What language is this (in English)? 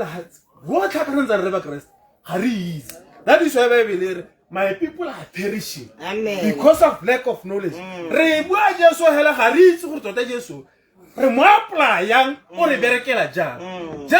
Tswana